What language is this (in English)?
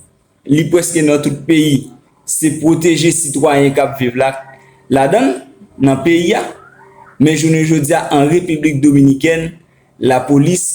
Haitian Creole